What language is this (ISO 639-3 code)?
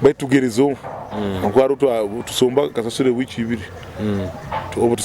nyo